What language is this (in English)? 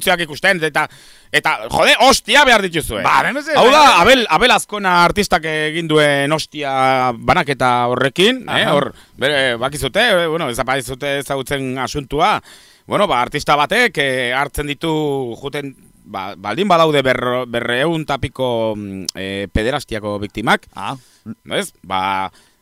Basque